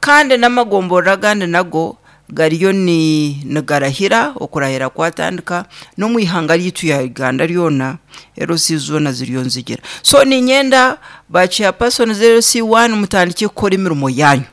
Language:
Nyankole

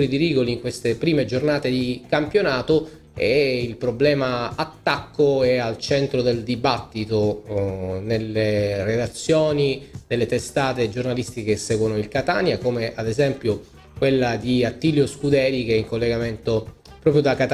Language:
Italian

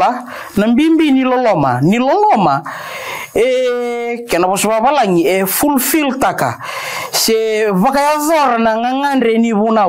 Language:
Fijian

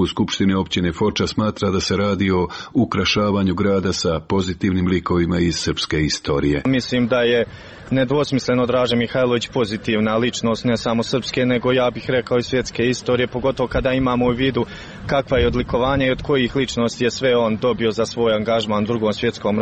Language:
Serbian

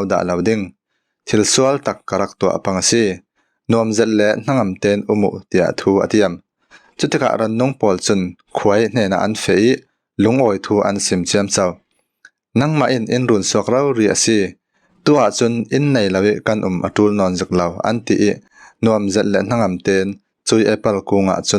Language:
Falam Chin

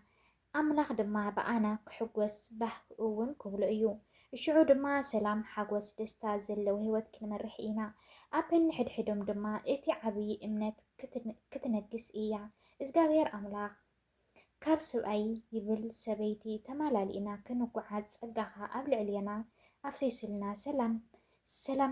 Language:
Tigrinya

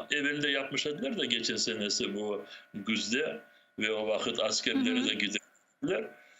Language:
Crimean Tatar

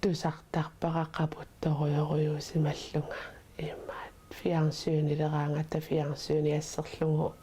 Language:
Kalaallisut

